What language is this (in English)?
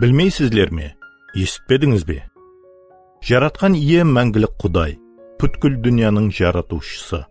Kara-Kalpak